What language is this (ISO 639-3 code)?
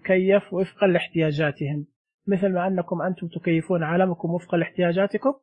ars